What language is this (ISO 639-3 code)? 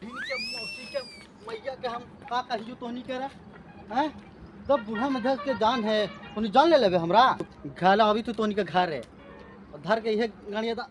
mag